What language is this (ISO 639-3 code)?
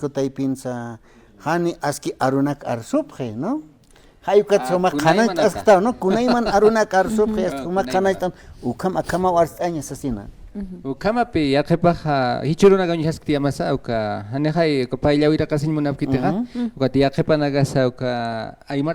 aym